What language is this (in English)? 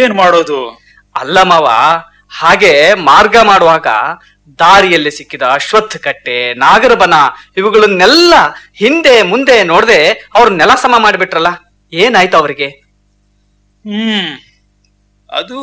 Kannada